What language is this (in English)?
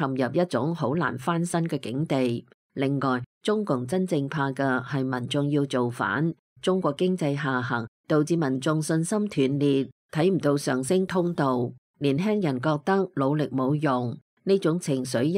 Cantonese